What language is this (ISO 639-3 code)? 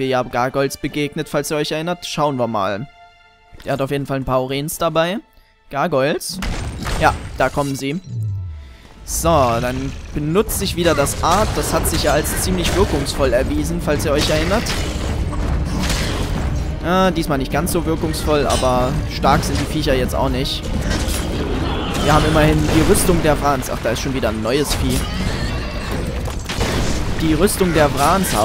deu